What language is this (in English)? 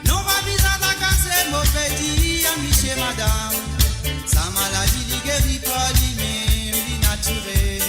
Morisyen